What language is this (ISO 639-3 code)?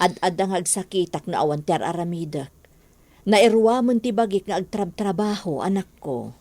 ilo